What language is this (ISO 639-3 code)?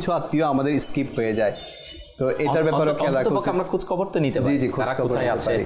ben